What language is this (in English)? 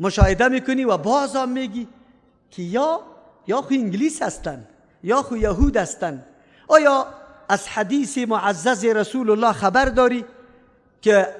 Persian